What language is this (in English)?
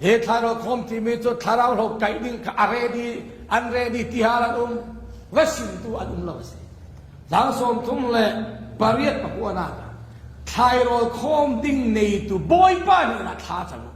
Falam Chin